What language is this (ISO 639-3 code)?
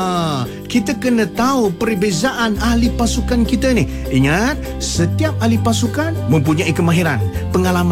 msa